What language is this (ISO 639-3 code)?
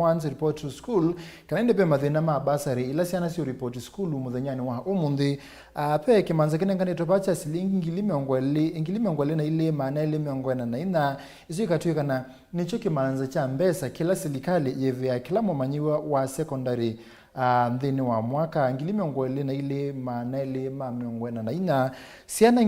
kam